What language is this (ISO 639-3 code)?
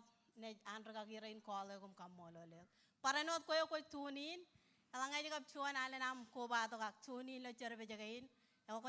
mah